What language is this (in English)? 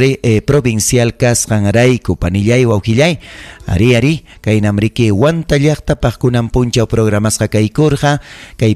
Ayacucho Quechua